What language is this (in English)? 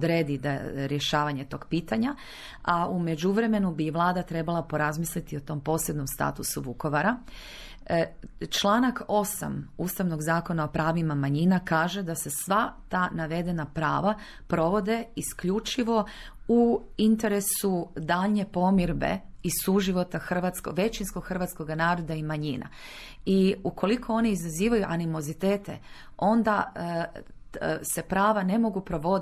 Croatian